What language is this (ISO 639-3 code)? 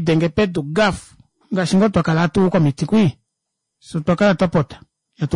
kua